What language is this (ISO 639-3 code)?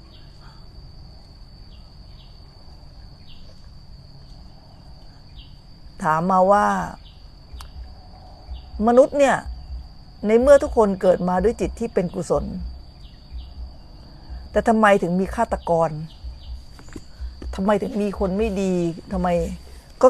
tha